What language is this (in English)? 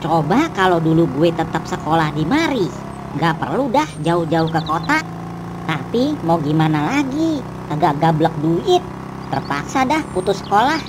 Betawi